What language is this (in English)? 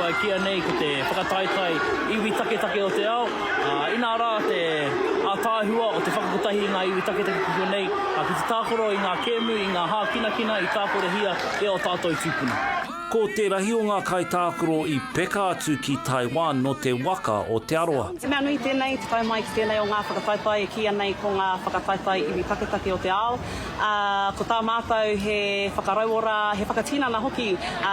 Māori